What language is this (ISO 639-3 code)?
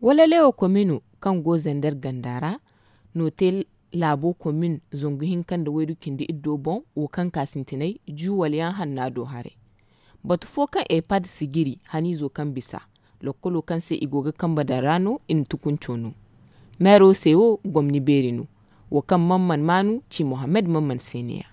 dje